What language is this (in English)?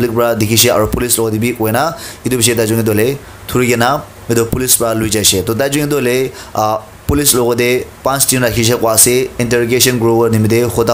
Naga Pidgin